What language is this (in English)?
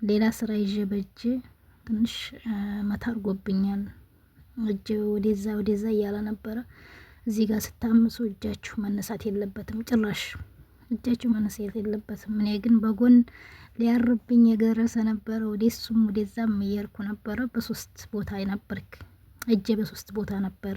Amharic